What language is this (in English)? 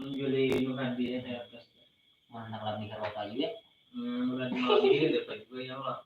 Banjar